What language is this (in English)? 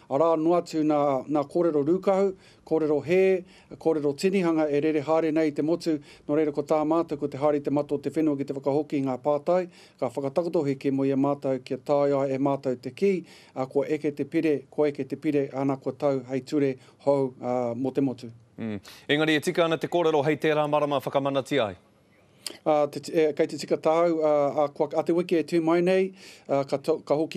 Māori